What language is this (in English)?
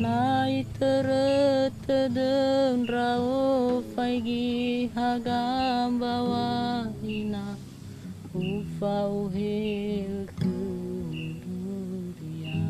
Nias